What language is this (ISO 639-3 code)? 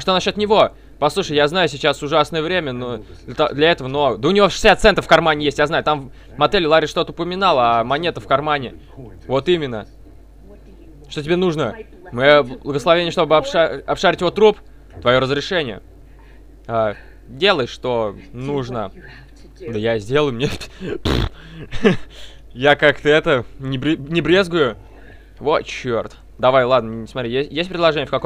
rus